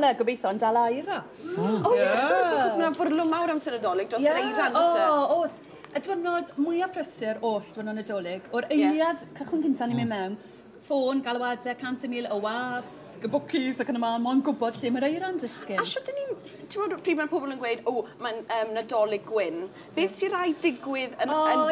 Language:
Welsh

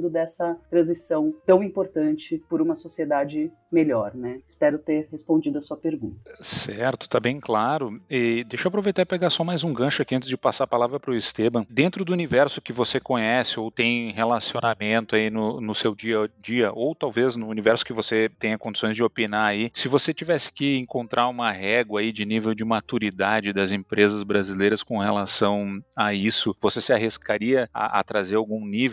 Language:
Portuguese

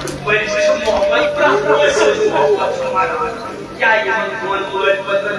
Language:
Kashmiri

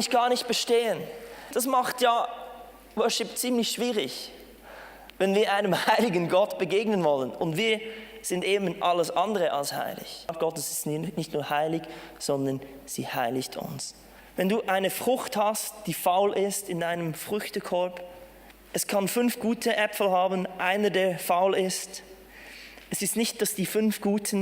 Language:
Swiss German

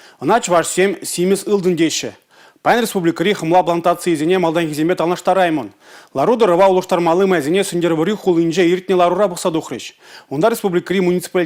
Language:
Chuvash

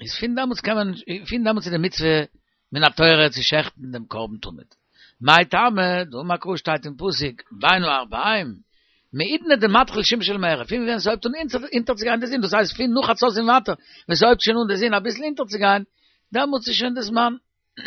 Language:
Yiddish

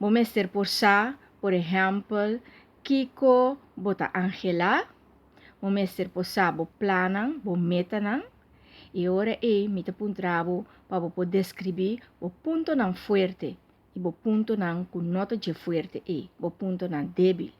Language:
Papiamento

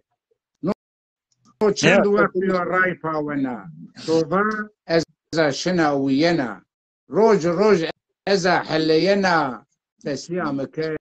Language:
Zaza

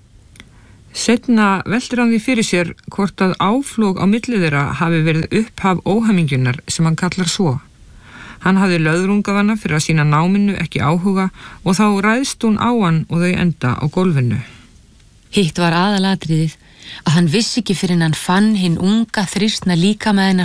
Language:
Icelandic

